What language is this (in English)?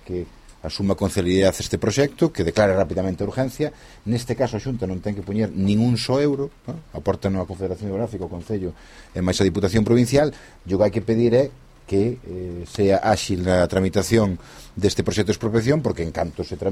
Galician